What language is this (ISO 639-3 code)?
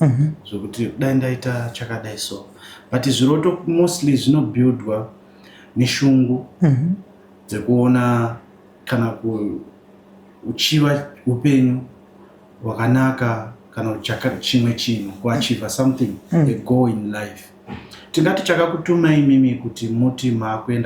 sna